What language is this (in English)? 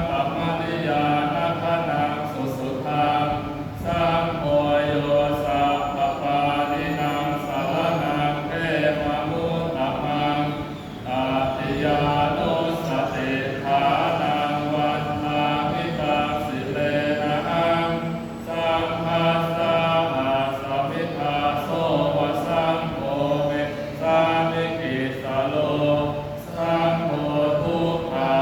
Pali